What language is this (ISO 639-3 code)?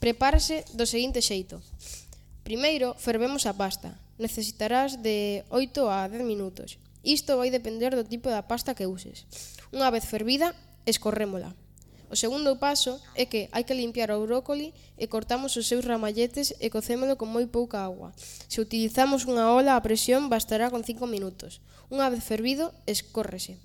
glg